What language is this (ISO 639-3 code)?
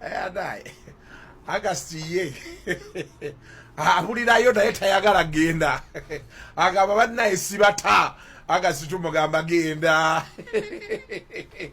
lug